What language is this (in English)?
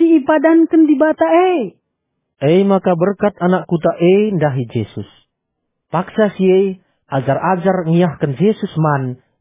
Batak Karo